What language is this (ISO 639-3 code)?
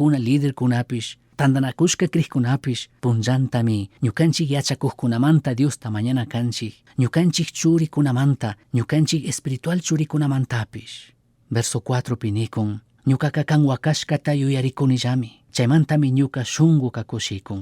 qug